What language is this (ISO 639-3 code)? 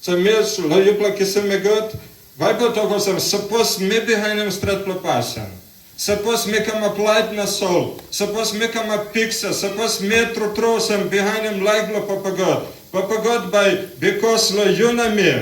tpi